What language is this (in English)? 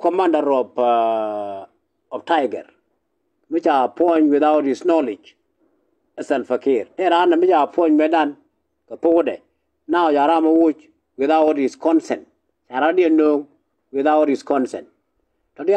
Nuer